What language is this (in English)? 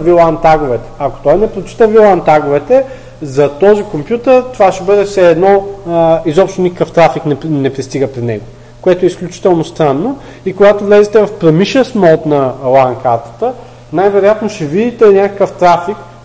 Bulgarian